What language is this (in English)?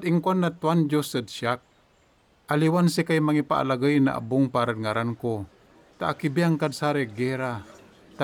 Pangasinan